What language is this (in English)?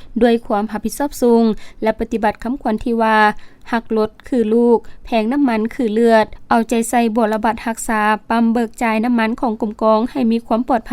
Lao